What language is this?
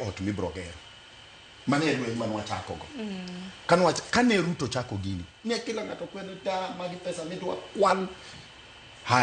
Luo (Kenya and Tanzania)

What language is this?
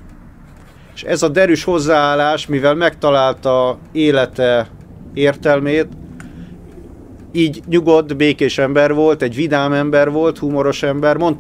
Hungarian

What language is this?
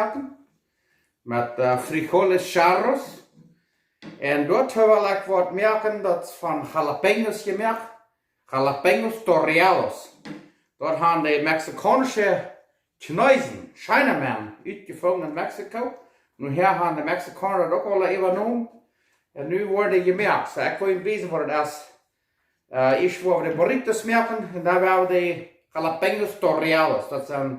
Plautdietsch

